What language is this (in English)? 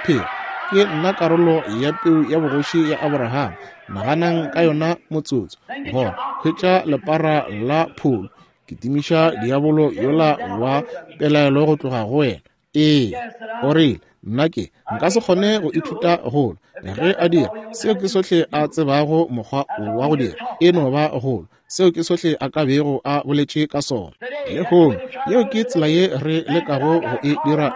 Northern Sotho